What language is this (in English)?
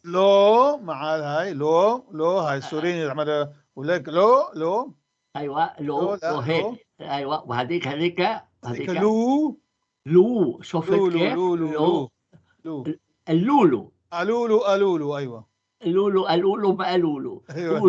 North Levantine Arabic